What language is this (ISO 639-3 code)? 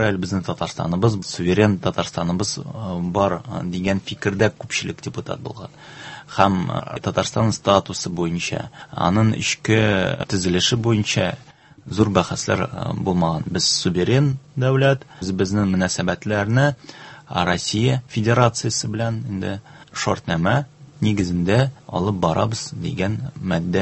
tat